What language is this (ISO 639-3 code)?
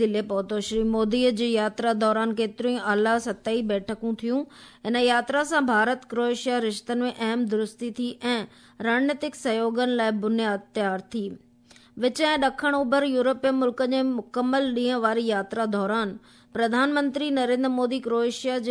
snd